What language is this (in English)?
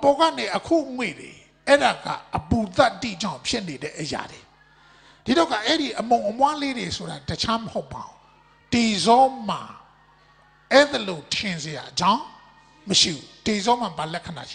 Burmese